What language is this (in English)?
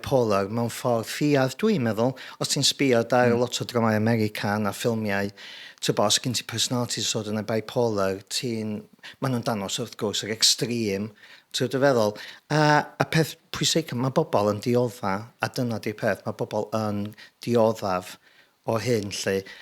Welsh